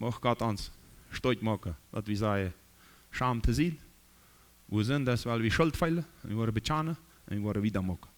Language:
Plautdietsch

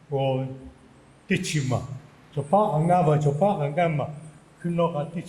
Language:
Lahu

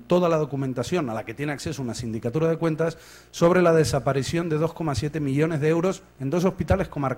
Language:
Spanish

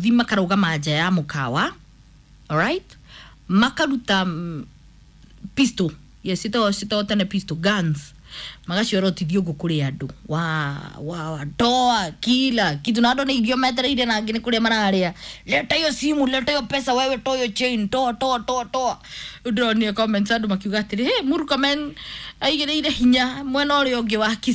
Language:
Kikuyu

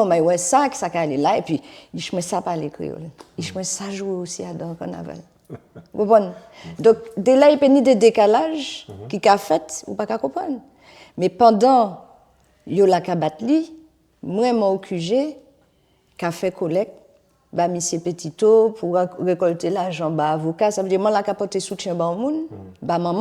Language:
Guadeloupean Creole French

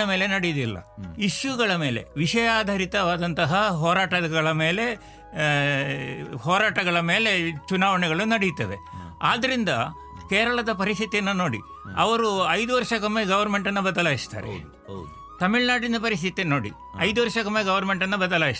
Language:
Kannada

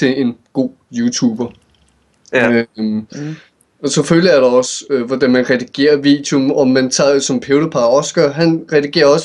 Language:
Danish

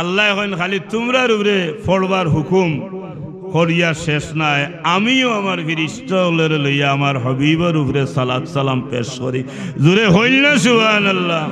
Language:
Sylheti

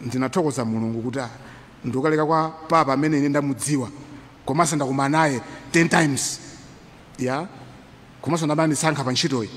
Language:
Nyanja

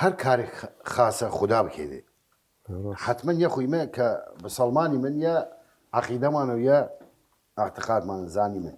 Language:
Southern Kurdish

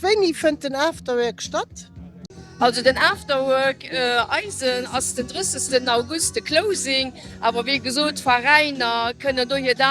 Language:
Luxembourgish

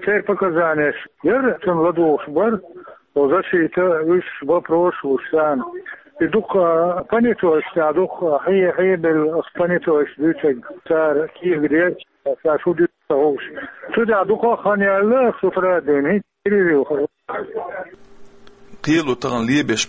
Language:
Chechen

